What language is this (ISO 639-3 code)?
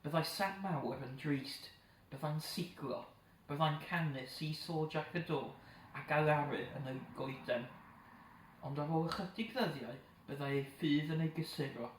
cym